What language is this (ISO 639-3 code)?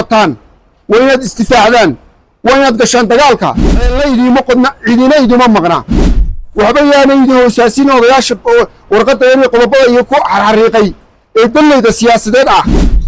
som